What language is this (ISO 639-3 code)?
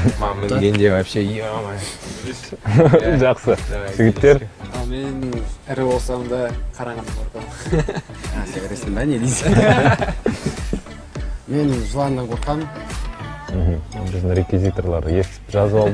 kaz